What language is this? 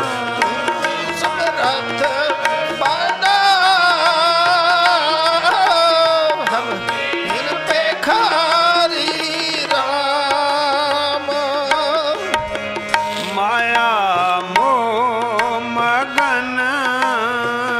Punjabi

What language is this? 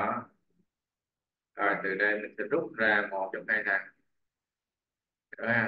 Vietnamese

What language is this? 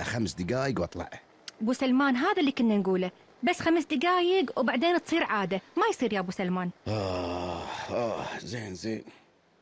Gulf Arabic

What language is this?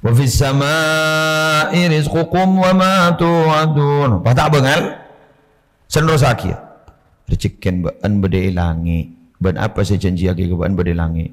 Madurese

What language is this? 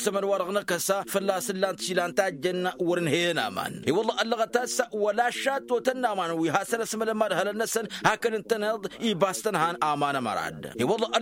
Tamasheq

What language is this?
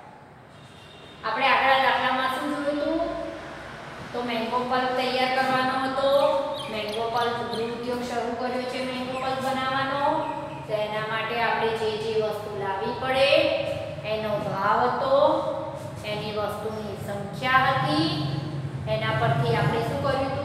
Gujarati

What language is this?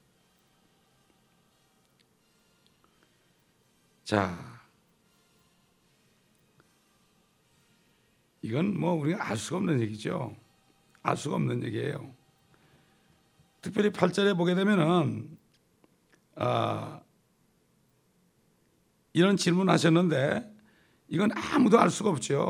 Korean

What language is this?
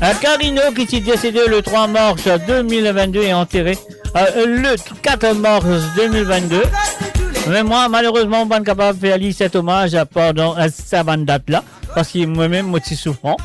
Morisyen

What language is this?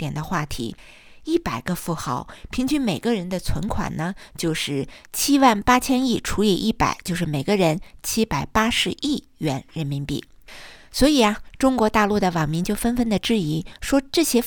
Chinese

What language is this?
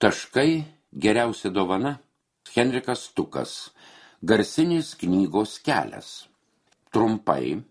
Lithuanian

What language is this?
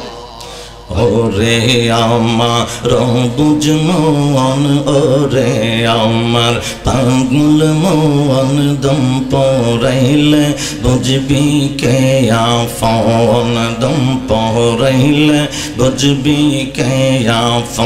Bangla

